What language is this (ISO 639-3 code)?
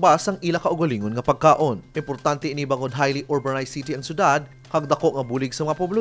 hil